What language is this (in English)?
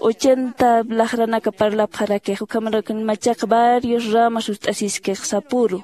Aymara